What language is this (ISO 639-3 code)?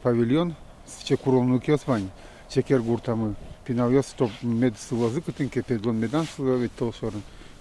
udm